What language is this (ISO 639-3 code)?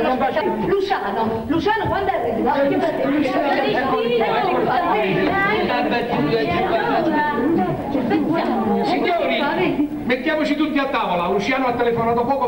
ita